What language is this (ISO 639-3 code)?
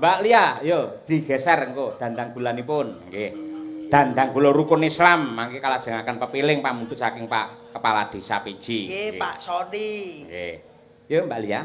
jav